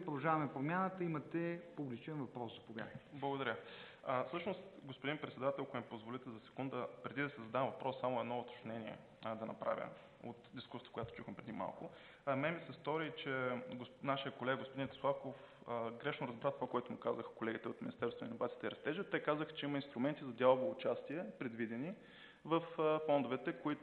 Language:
Bulgarian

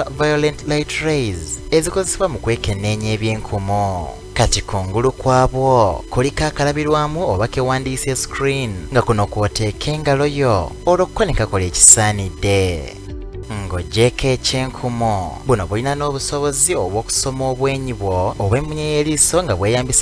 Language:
Ganda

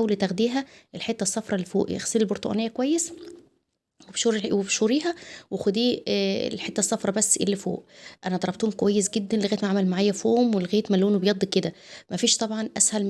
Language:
Egyptian Arabic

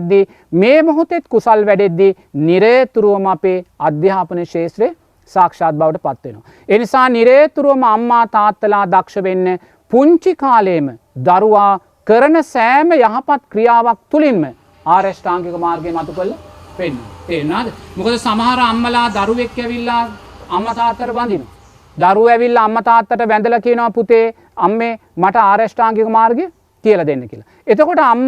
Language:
Sinhala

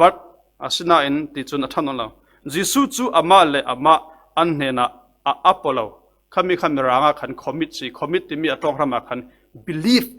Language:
Falam Chin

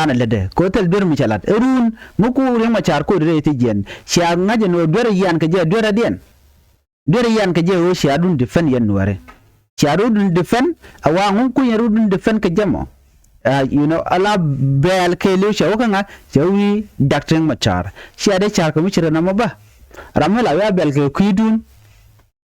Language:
Nuer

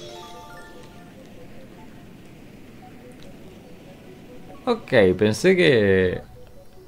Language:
Spanish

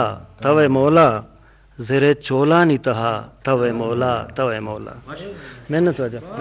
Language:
Eastern Balochi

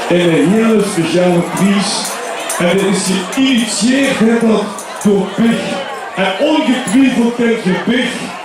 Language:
Limburgish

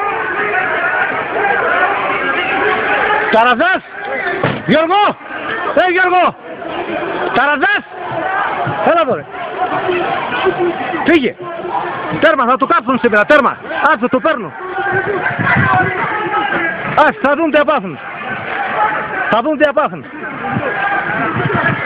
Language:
Greek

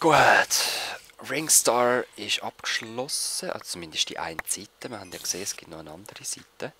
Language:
Swiss German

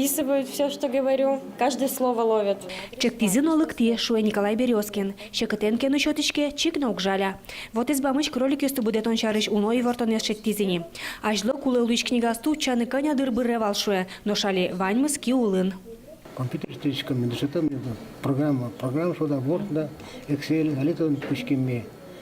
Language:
Udmurt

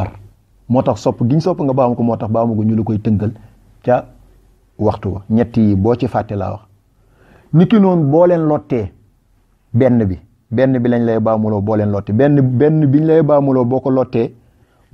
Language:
Wolof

